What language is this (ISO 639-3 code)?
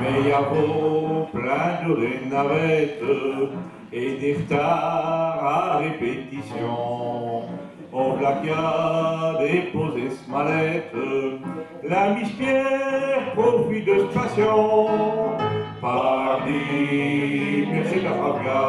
pcd